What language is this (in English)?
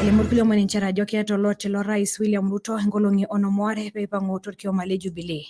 Masai